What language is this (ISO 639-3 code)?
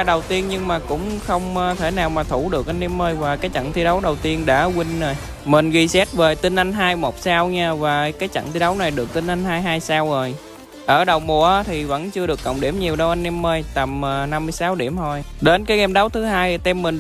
vie